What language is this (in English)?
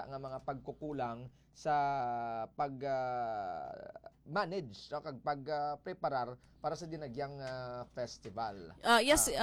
Hiligaynon